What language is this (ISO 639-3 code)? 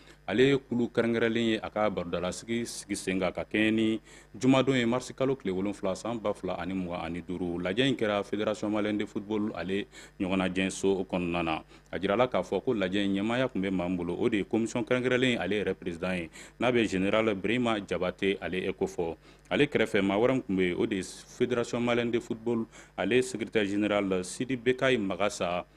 bam